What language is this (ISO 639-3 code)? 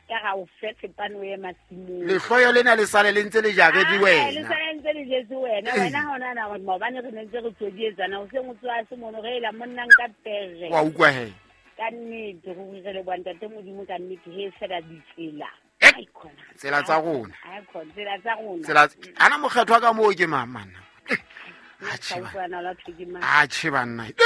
sot